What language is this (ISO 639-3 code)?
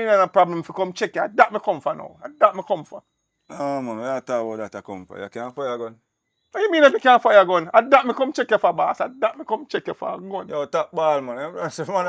jam